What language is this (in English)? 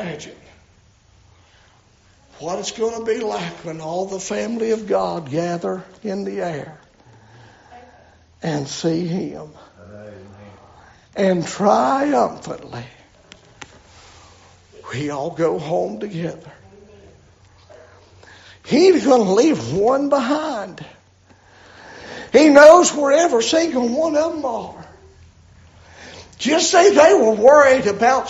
English